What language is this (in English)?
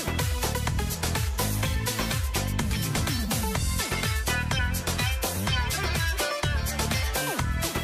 Kazakh